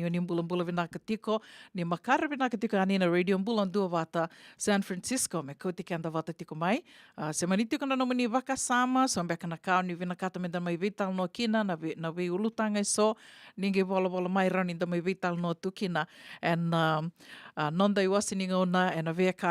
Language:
Fijian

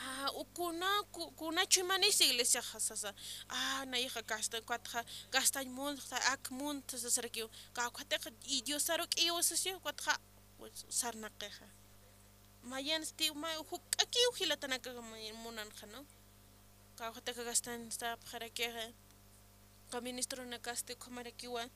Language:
Aymara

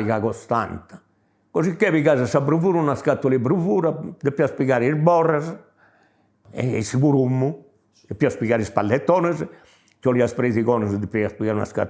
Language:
Sardinian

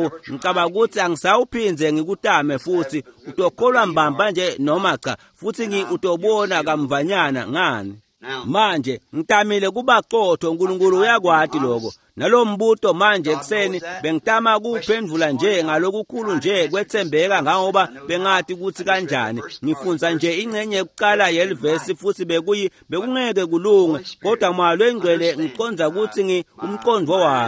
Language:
Swati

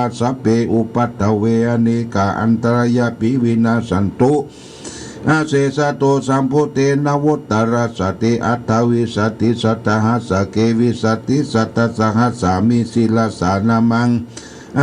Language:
Pali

